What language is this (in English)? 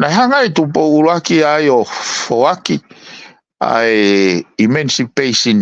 Tongan